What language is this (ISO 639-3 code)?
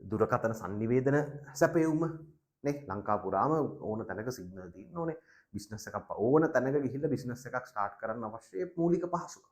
sin